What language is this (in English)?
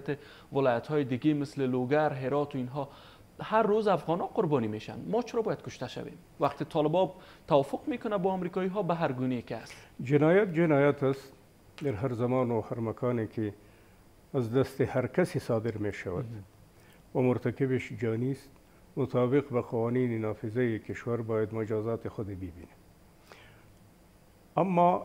Persian